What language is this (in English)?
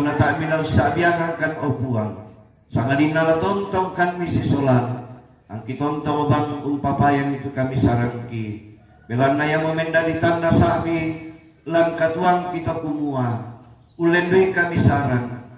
Toraja-Sa'dan